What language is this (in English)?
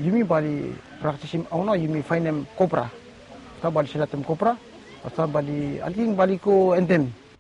Bislama